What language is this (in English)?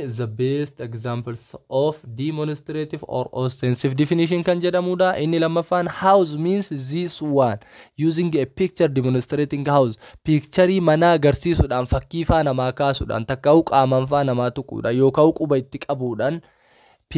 Oromo